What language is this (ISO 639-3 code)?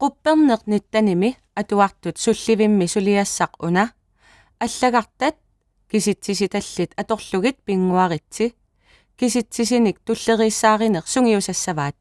kal